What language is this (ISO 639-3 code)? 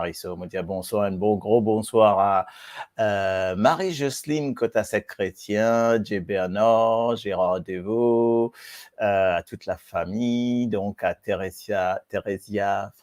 mfe